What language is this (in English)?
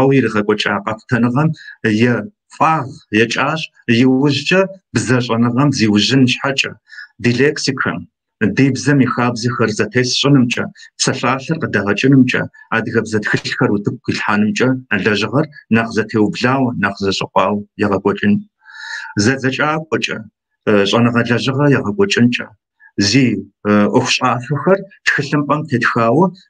Kabardian